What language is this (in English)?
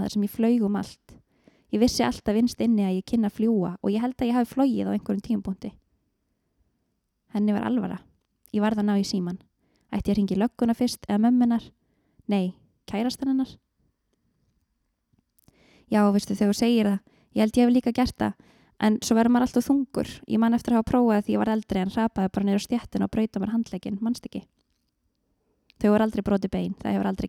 Icelandic